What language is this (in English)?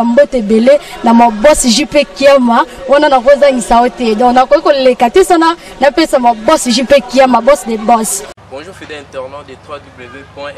Lingala